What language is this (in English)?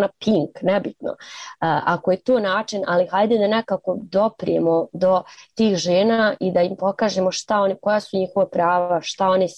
Bosnian